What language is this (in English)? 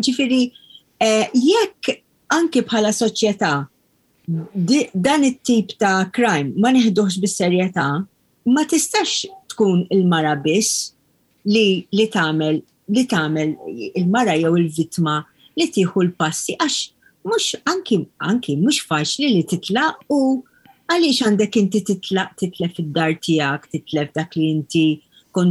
Maltese